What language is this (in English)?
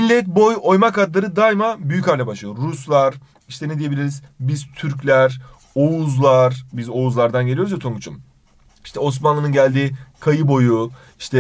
Turkish